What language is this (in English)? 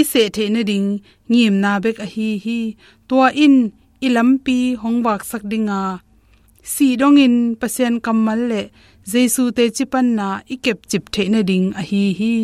Tedim Chin